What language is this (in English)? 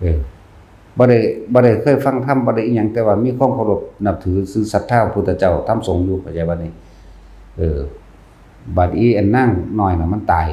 Lao